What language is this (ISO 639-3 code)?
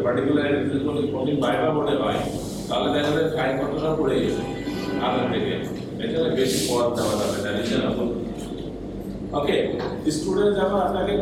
ben